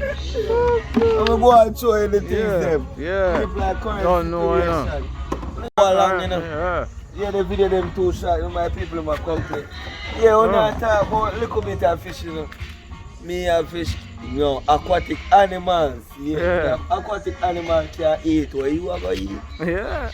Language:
Jamaican Creole English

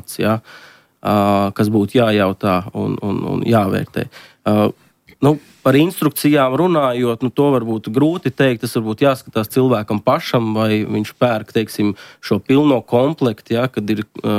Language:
Latvian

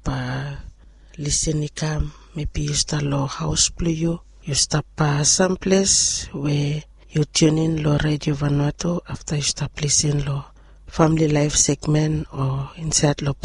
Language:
Bislama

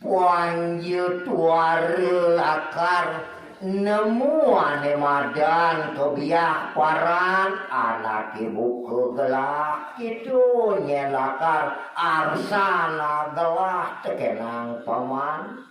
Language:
Balinese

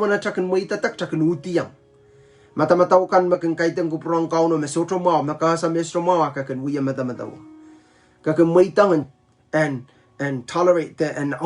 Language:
Pohnpeian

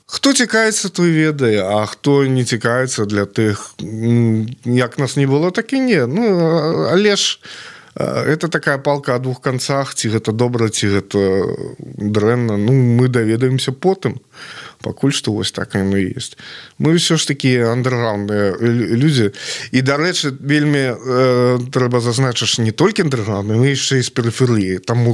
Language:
Belarusian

